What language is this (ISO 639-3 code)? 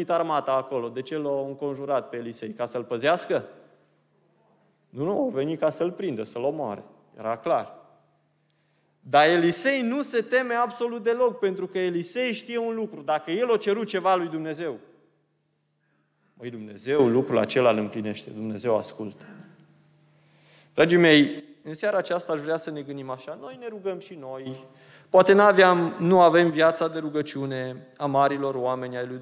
ron